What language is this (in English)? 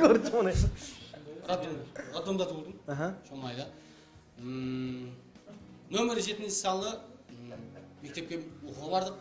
Kara-Kalpak